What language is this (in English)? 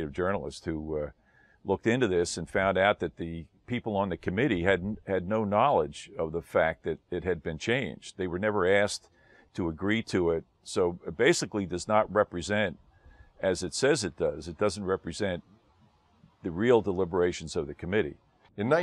English